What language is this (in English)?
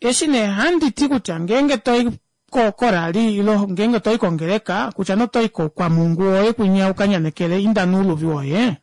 Kuanyama